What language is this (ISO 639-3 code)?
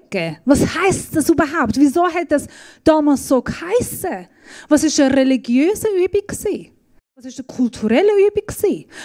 gsw